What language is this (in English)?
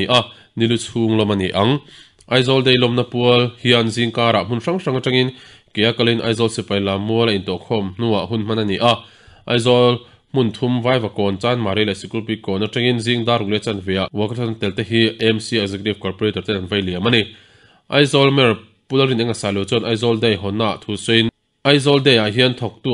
Mizo